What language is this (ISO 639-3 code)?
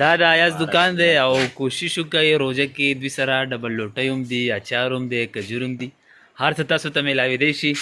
pus